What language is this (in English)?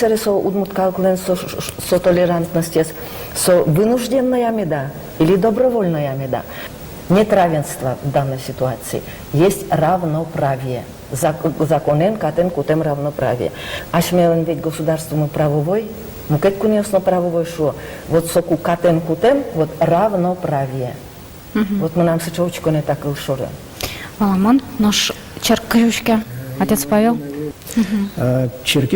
Udmurt